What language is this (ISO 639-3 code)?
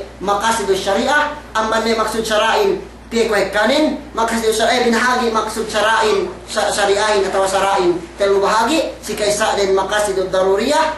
yka